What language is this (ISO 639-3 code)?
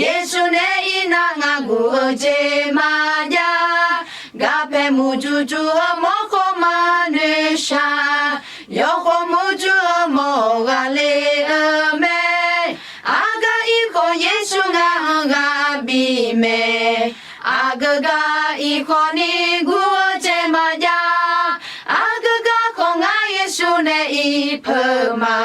ahk